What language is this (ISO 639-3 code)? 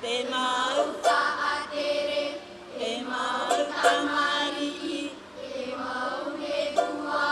tah